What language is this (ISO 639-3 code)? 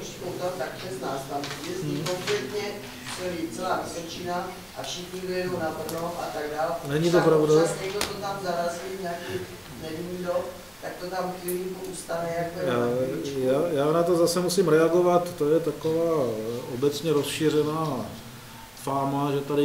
ces